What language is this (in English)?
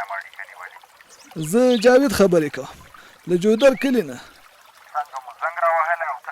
Pashto